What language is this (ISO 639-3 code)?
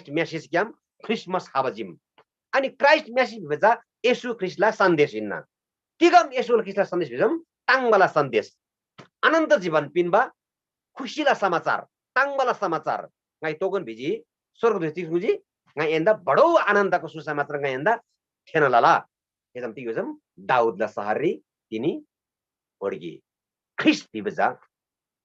taj